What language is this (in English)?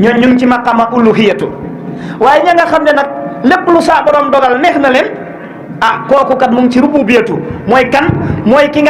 Wolof